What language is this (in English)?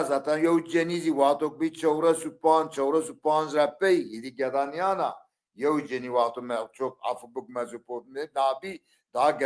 Zaza